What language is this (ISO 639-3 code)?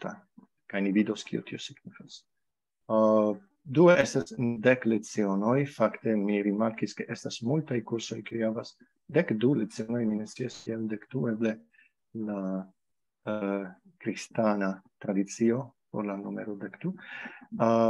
epo